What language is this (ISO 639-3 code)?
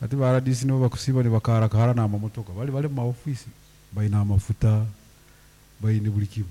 nyn